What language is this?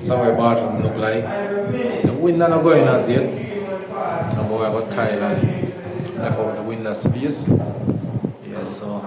Jamaican Creole English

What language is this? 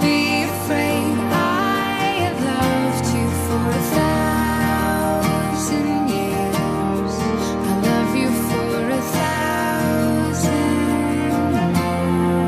English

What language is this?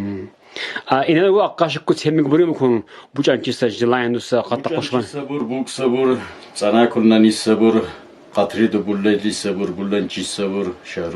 Lak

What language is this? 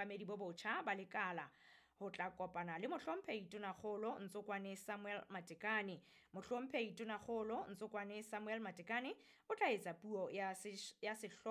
Southern Sotho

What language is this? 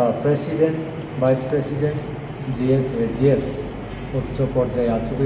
Kok Borok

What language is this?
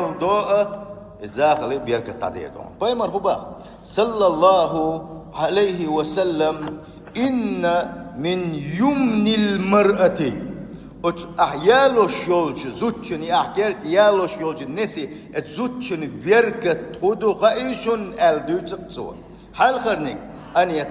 Chechen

